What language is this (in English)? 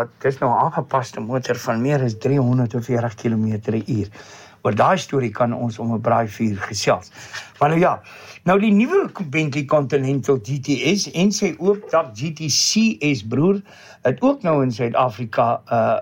Afrikaans